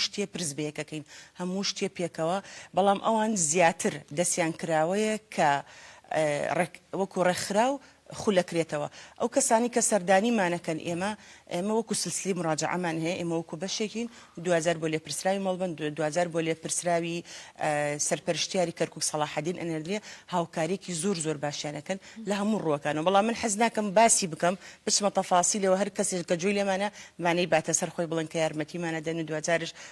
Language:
Central Kurdish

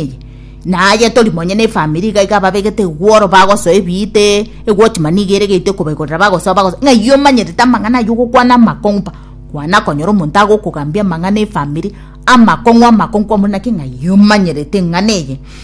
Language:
Gusii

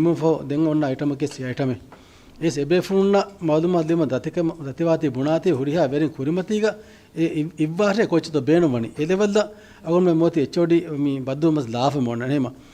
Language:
Divehi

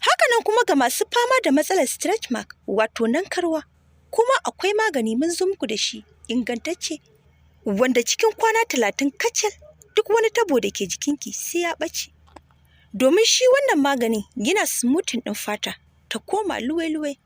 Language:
Hausa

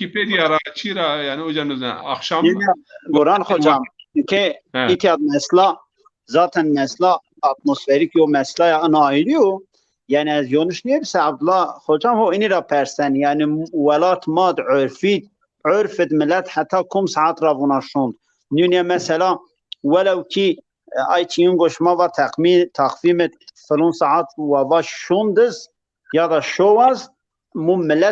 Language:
Zaza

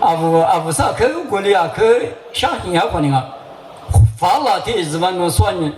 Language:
Lisu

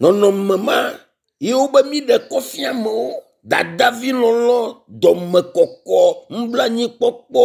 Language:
Ewe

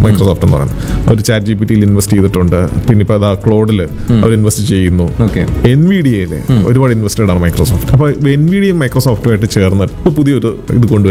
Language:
Malayalam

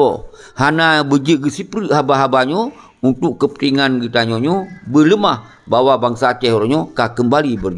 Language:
Achinese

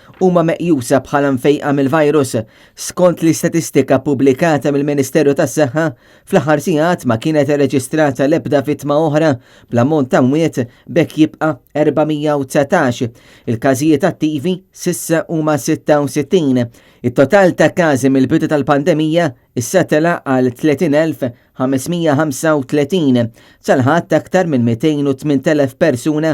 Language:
Maltese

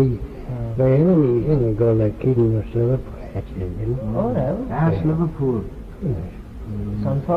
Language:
Manx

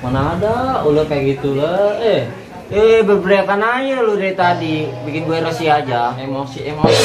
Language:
Betawi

